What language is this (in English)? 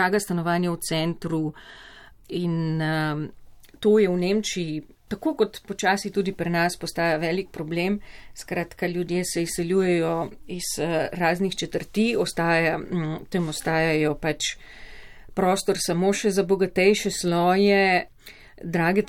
Slovenian